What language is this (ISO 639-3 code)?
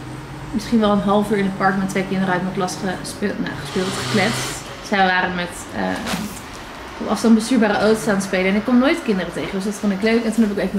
nld